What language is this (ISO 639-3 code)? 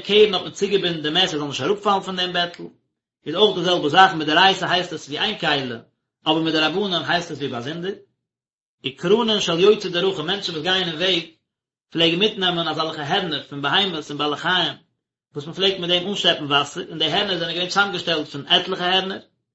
yid